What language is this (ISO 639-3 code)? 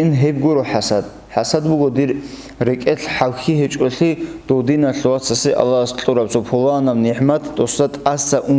ava